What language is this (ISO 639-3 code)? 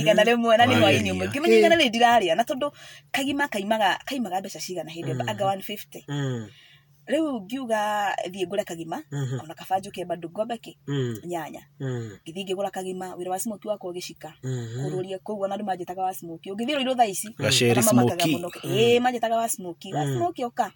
kik